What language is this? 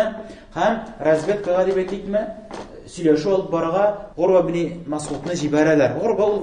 Tatar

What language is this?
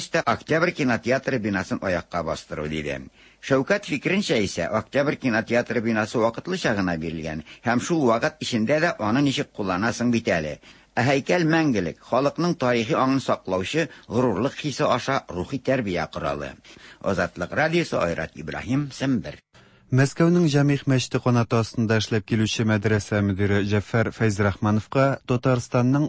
Tatar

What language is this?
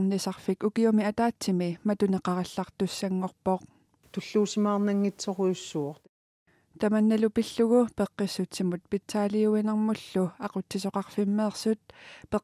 Kalaallisut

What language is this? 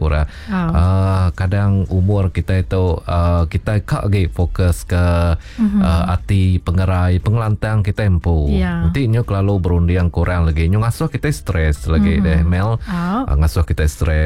Iban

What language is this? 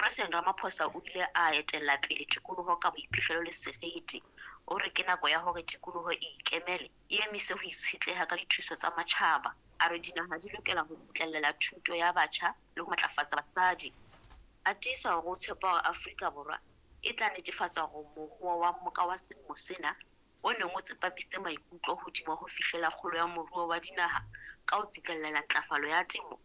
Southern Sotho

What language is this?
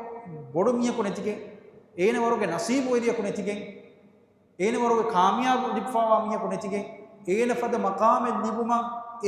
Divehi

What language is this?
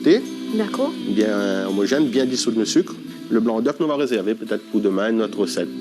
Réunion Creole French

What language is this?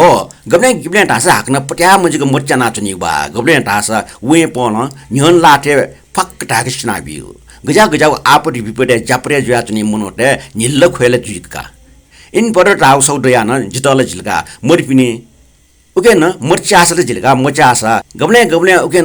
Newari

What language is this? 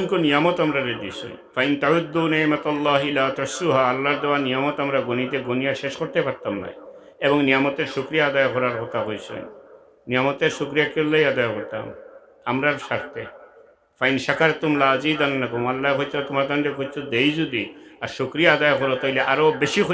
Sylheti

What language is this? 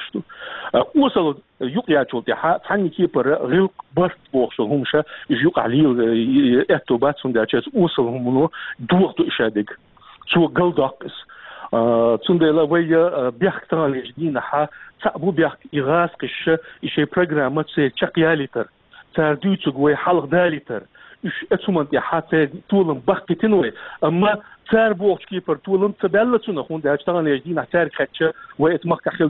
Chechen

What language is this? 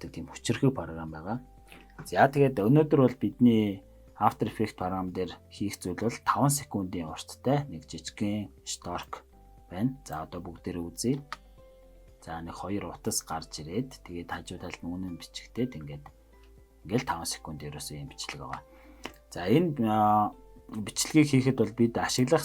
Mongolian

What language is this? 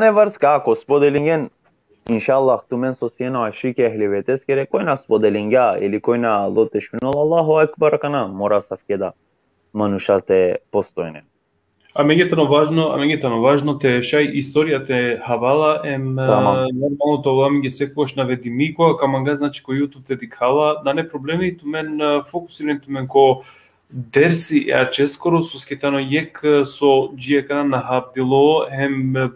Balkan Romani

